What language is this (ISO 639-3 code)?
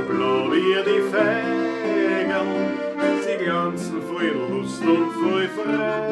bar